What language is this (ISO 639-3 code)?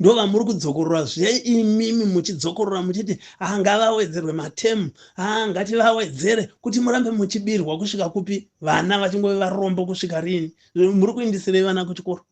sna